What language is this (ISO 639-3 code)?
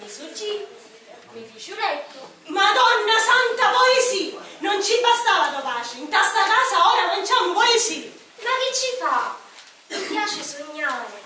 scn